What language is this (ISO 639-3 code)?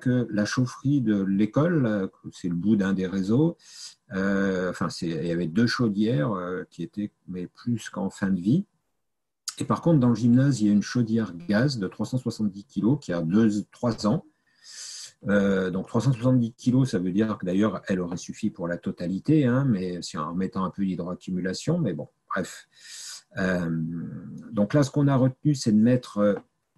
fra